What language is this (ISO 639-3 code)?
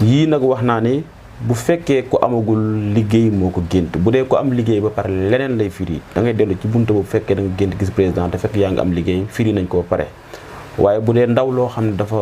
wol